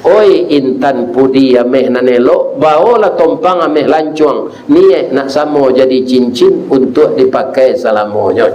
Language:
Minangkabau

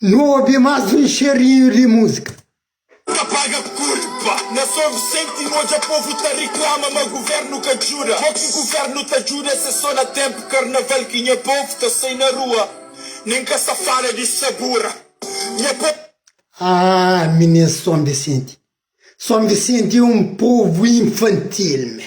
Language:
Kabuverdianu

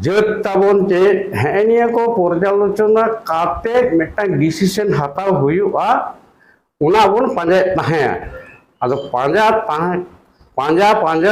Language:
Santali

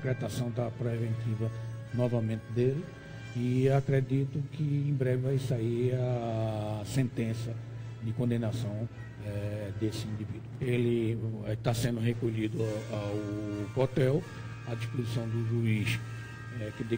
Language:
Portuguese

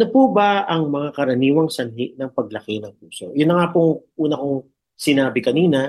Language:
Filipino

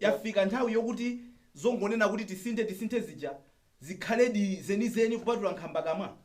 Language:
Nyanja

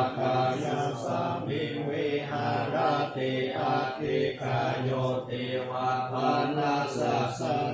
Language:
Pali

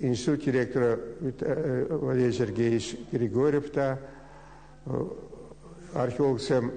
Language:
Chuvash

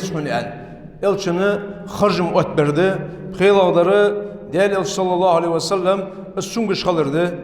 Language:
Ingush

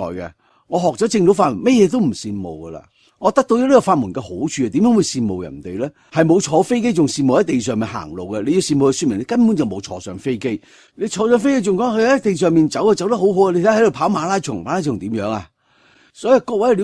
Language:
Cantonese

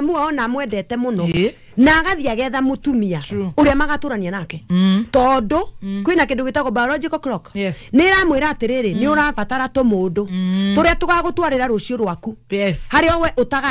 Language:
Kikuyu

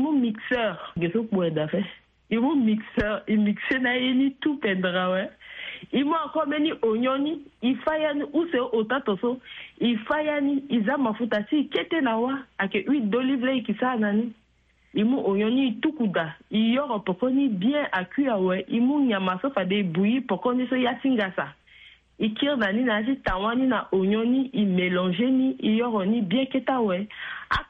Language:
Sango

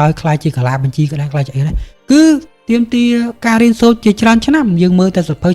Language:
Khmer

